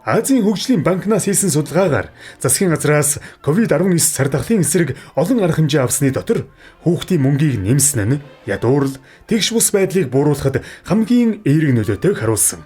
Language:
Mongolian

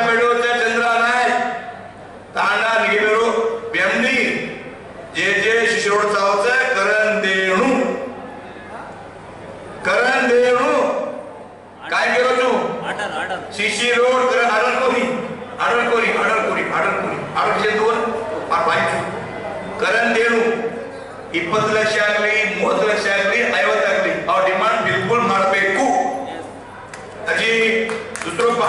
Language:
Lambadi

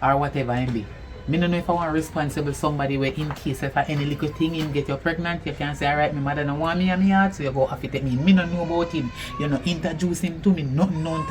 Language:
Jamaican Creole English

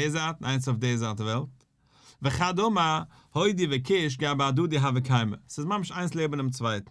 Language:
Yiddish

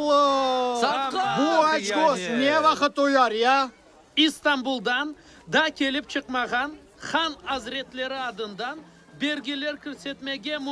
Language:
Crimean Tatar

